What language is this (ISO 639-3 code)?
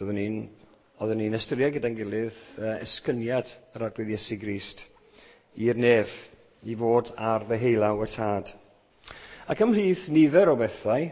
cym